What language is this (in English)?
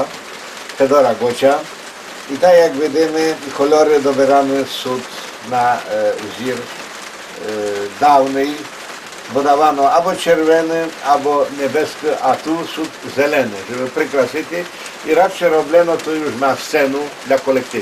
Rusyn